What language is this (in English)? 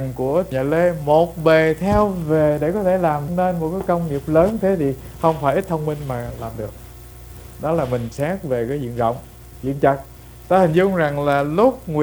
Vietnamese